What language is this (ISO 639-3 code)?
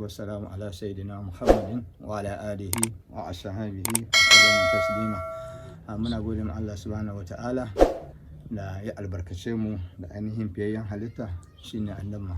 hau